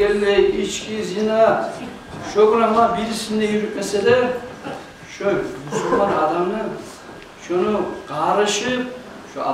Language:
Kumyk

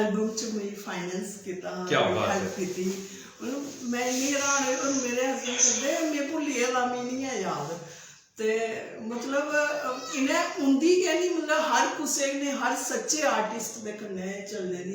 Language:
Dogri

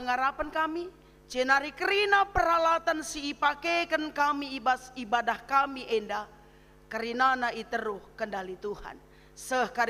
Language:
Batak Karo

